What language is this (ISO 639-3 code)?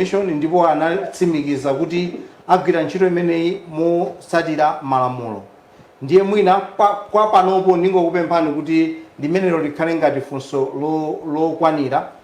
nya